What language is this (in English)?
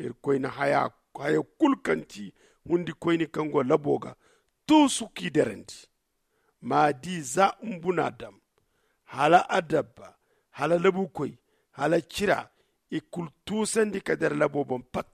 Zarma